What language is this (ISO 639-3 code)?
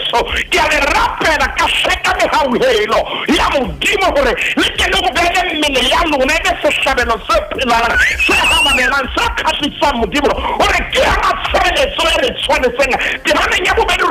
sot